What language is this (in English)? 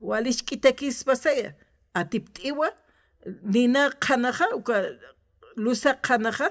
Aymara